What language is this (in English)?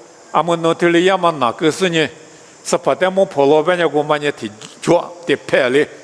Lisu